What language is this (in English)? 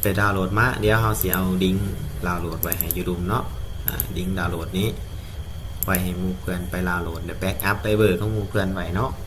Lao